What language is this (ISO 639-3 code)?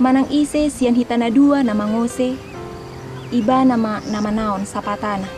bbc